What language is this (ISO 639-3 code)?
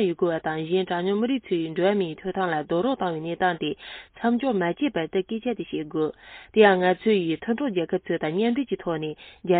bod